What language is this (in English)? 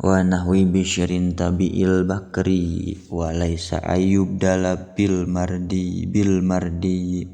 Sundanese